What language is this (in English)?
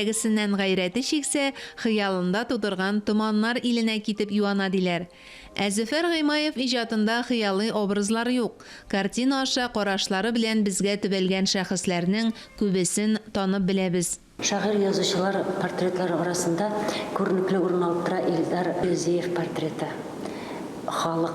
Tatar